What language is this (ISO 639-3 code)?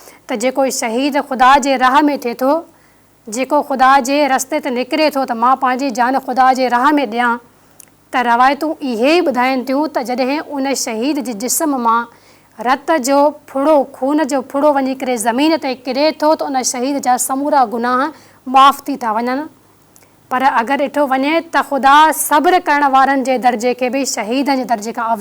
snd